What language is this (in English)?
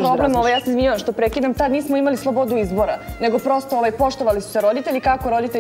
Serbian